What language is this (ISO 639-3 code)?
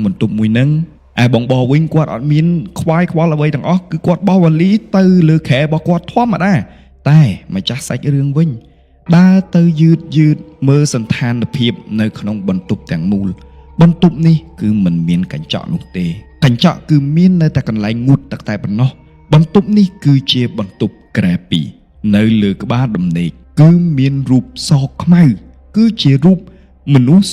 khm